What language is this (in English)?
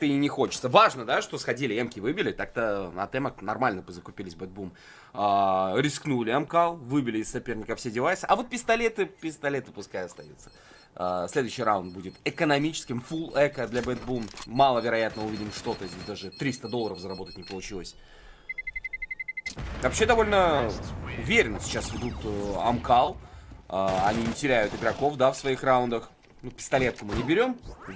Russian